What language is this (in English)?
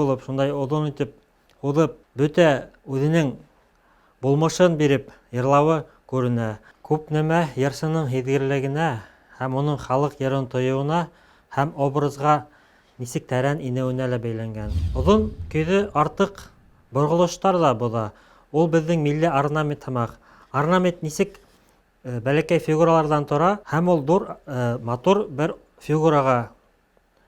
Bashkir